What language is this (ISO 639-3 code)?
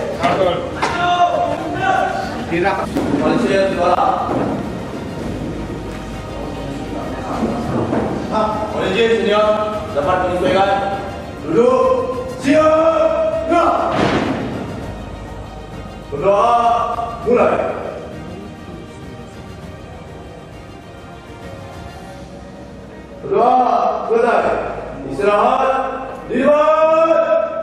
ind